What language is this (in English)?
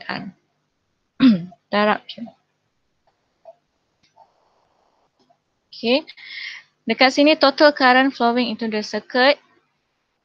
Malay